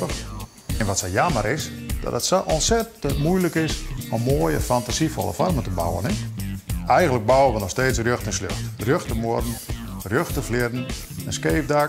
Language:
Western Frisian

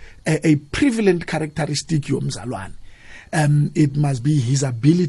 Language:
South Ndebele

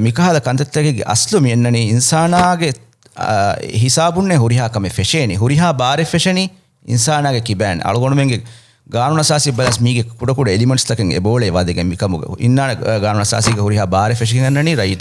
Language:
Divehi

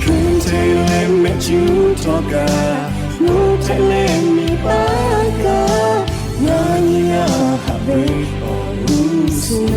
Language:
Lahu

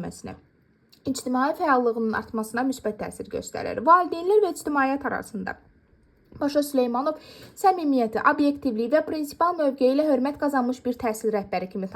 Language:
Azerbaijani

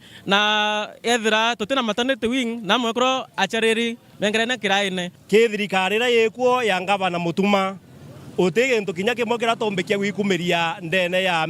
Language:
Meru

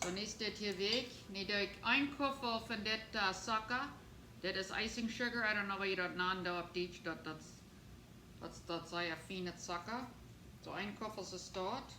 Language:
Plautdietsch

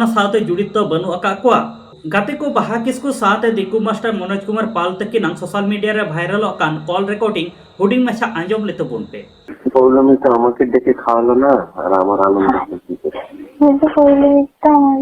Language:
Santali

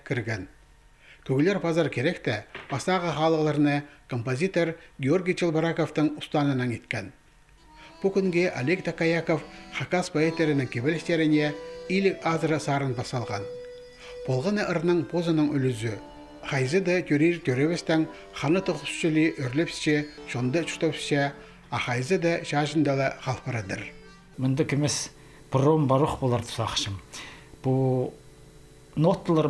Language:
Khakas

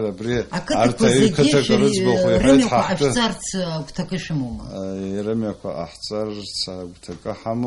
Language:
Abkhazian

